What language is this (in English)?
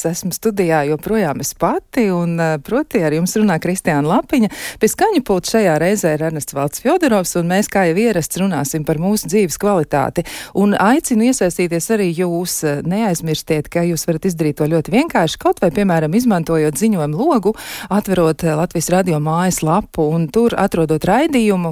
Latvian